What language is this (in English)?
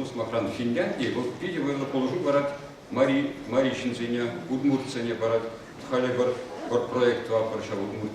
Chuvash